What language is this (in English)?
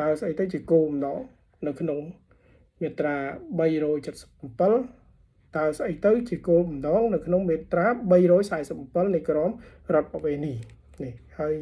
Khmer